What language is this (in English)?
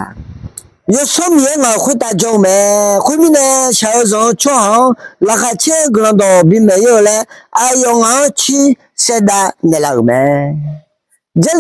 Akha